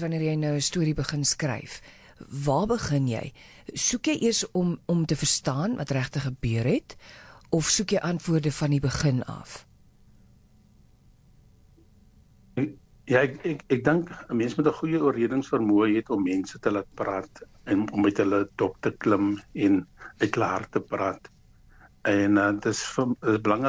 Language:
Afrikaans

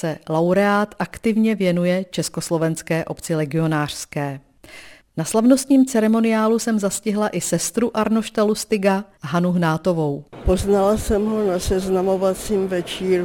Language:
Czech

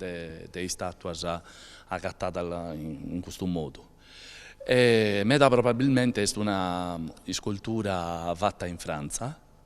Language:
Sardinian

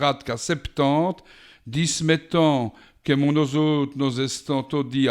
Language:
Walloon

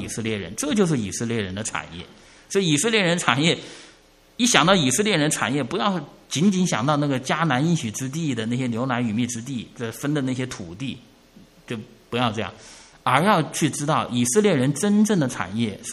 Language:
Chinese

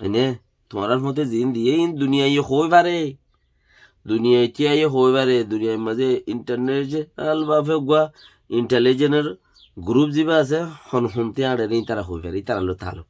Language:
Rohingya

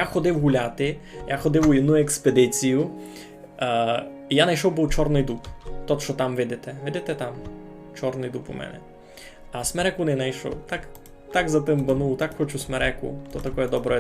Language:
Rusyn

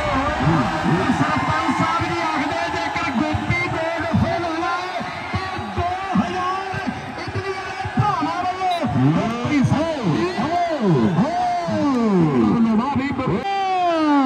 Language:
Punjabi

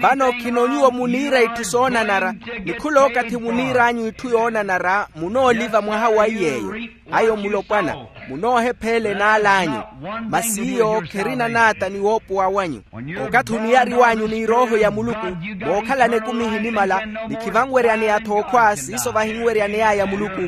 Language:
Makhuwa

